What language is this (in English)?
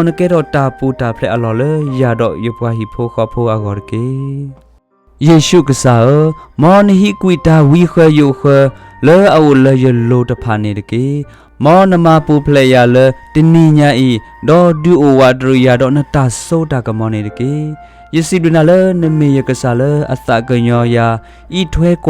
S'gaw Karen